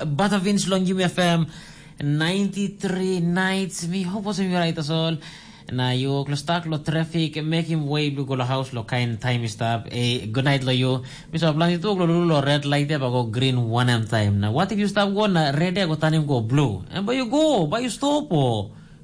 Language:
Tok Pisin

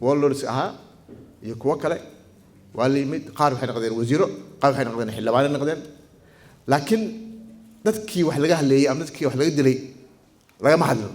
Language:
Somali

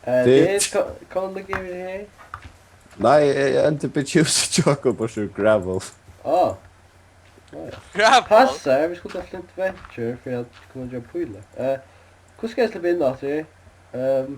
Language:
Faroese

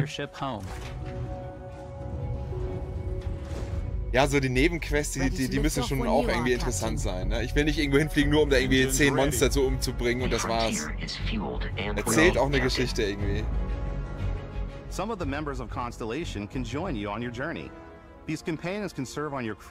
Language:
German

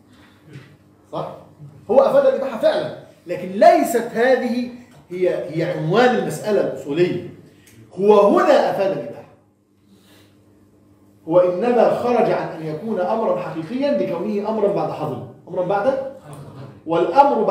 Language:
Egyptian Arabic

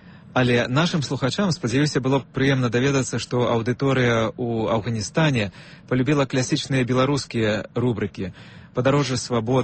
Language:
Belarusian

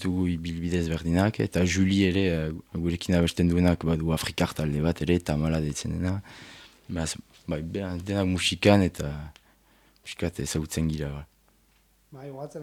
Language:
Basque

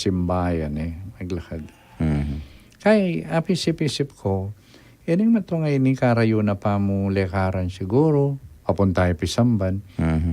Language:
Pampanga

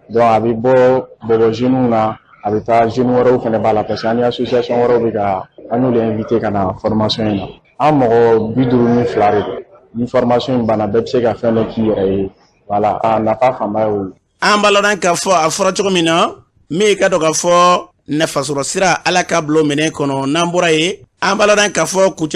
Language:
Bambara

